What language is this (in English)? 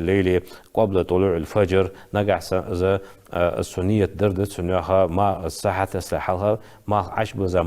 Ingush